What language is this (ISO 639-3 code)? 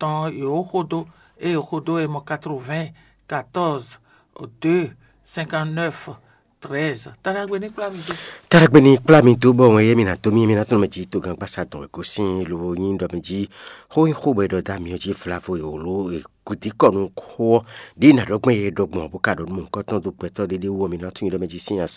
fon